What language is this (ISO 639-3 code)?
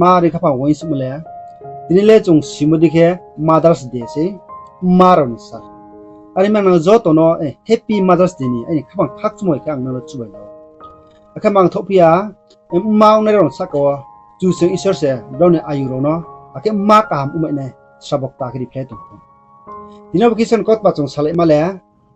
ria